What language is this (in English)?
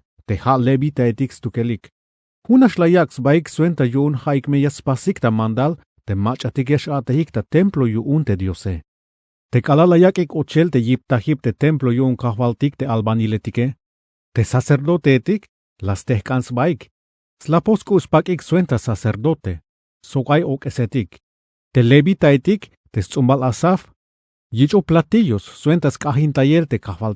Tzeltal